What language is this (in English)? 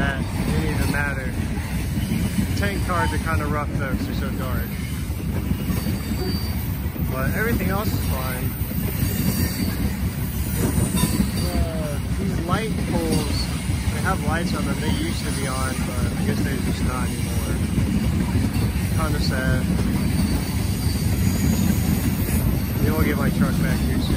English